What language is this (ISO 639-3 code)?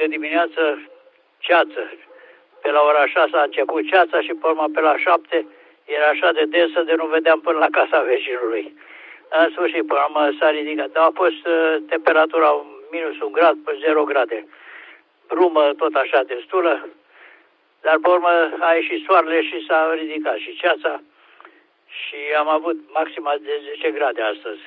ron